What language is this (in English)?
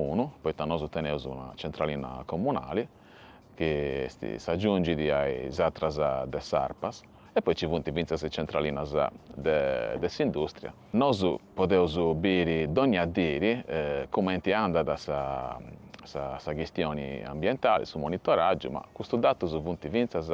Sardinian